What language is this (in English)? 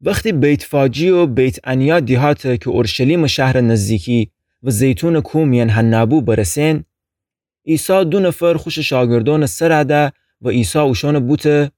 Gilaki